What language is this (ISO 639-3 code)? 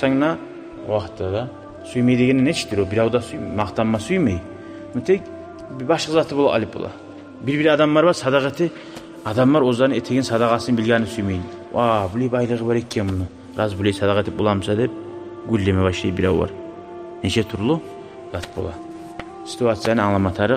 kum